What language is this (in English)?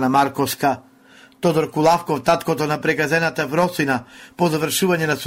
Macedonian